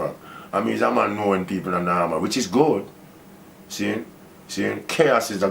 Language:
Jamaican Creole English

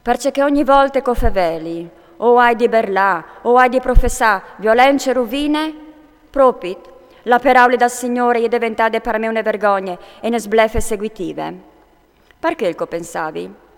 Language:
Friulian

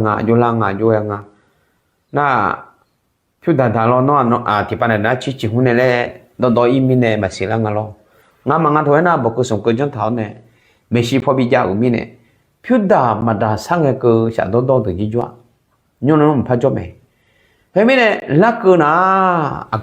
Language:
Akha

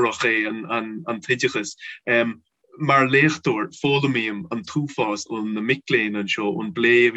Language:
Irish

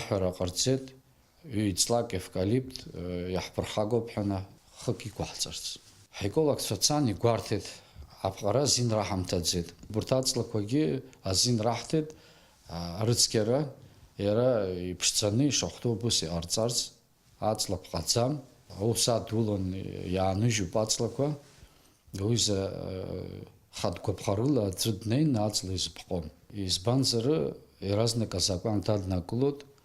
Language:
Abkhazian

